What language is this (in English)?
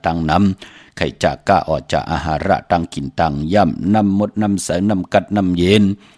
Shan